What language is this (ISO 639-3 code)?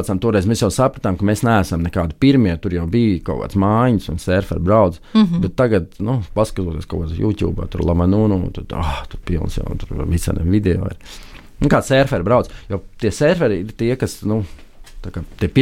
lav